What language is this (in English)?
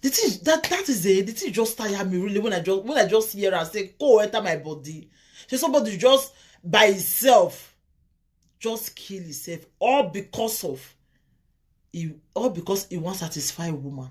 Nigerian Pidgin